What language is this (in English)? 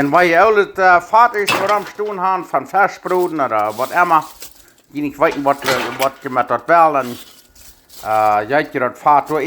Plautdietsch